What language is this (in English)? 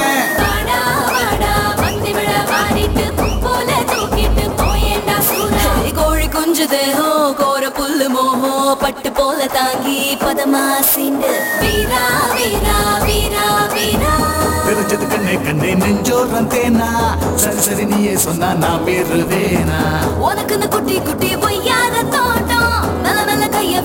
Tamil